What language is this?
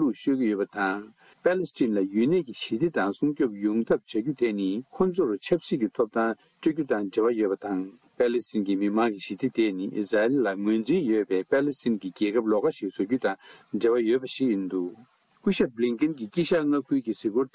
Tibetan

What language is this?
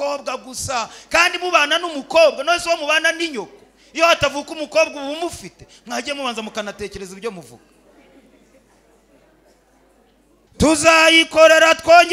Kinyarwanda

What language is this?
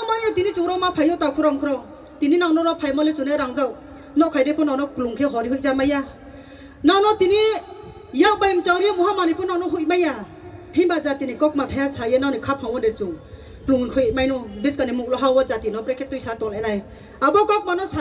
Riang (India)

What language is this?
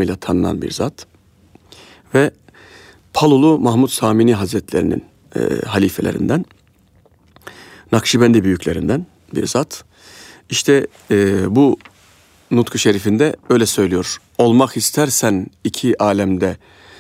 Turkish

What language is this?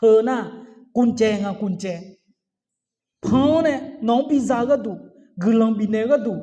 Akha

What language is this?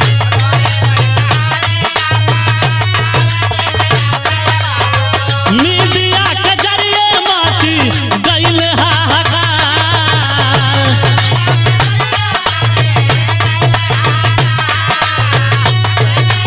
Bhojpuri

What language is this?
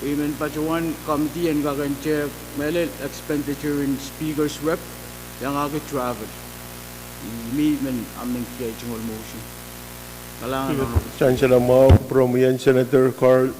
Pohnpeian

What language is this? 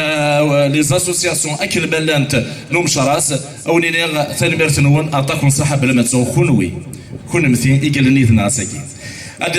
Kabyle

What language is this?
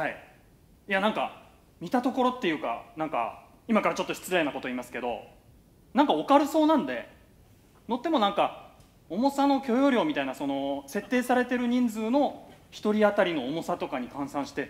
Japanese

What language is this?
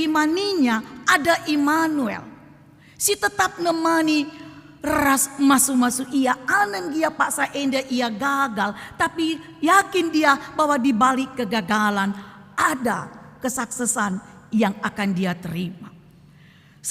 Batak Karo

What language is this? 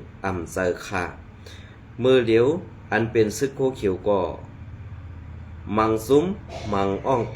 Shan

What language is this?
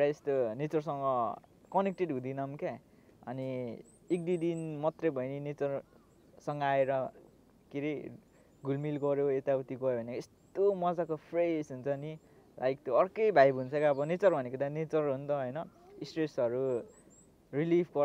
Nepali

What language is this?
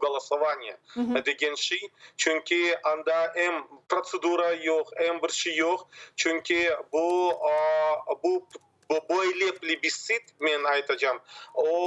Crimean Tatar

